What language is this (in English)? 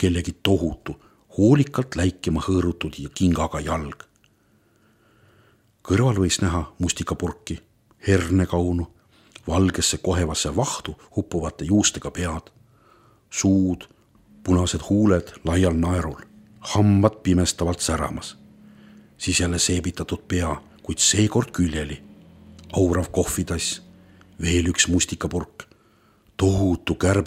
Estonian